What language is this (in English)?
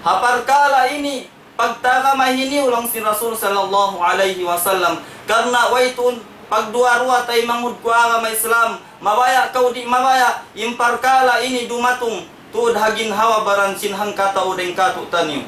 Tausug